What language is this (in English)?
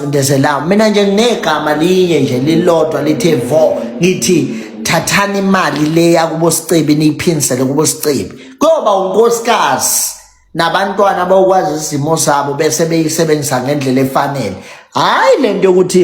Zulu